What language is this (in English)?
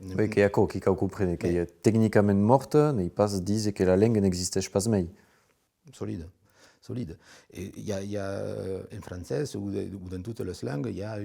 Occitan